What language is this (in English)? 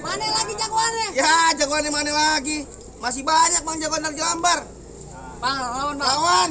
Betawi